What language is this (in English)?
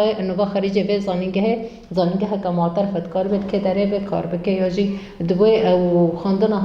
Kurdish